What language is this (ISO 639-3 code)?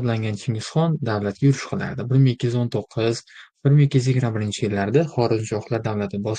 uzb